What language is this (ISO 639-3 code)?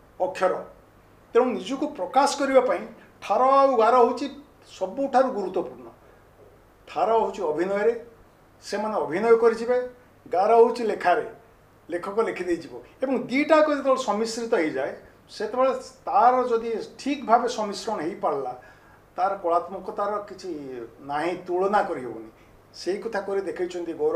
ori